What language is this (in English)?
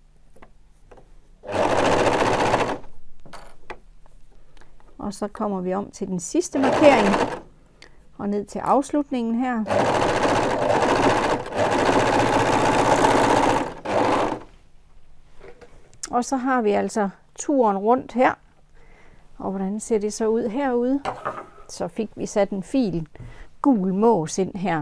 Danish